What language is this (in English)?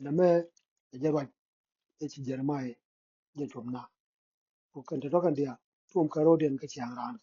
Nuer